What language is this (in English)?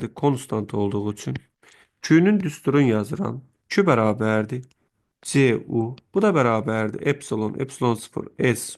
Azerbaijani